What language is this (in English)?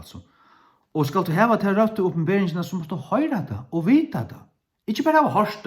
Faroese